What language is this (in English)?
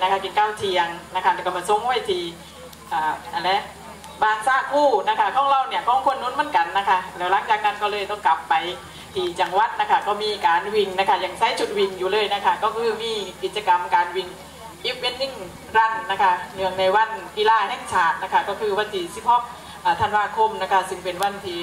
Thai